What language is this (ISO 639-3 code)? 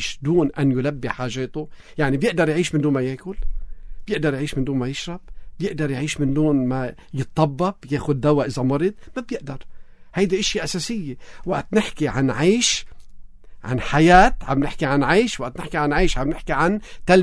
apc